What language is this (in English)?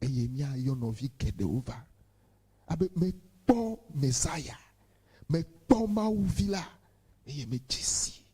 Ewe